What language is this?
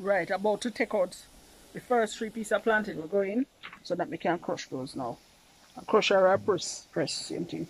Jamaican Creole English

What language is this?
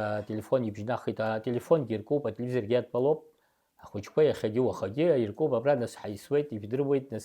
Abkhazian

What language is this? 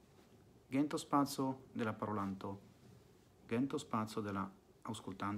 Esperanto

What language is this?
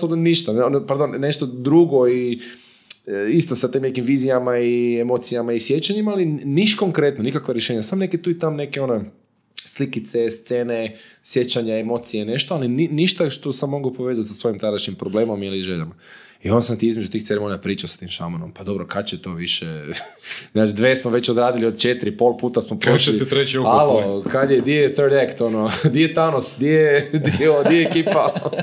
Croatian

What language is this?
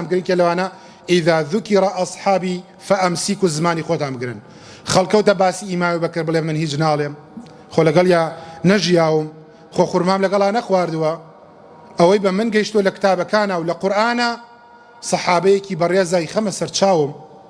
Central Kurdish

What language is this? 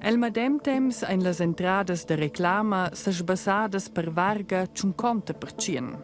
Romansh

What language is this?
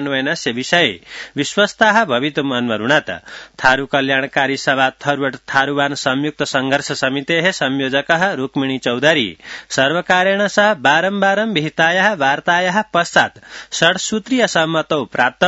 Sanskrit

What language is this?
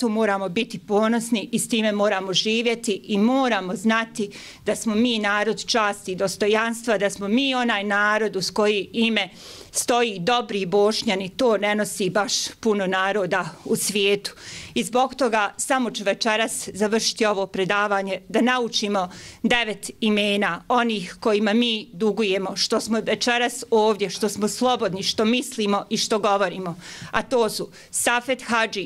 Bosnian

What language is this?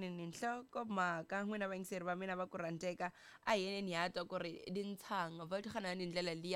Tsonga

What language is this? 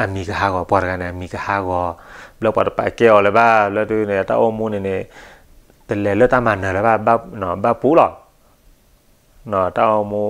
S'gaw Karen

